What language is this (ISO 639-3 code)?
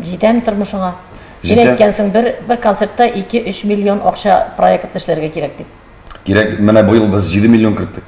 tat